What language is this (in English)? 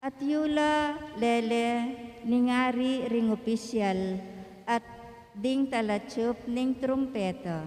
Pampanga